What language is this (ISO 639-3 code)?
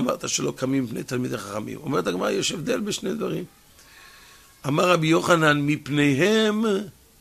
heb